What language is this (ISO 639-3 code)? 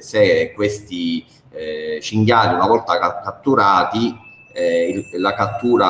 ita